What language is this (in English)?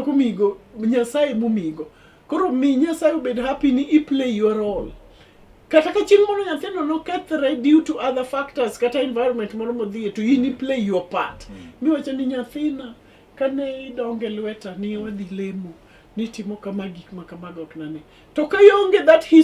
Luo (Kenya and Tanzania)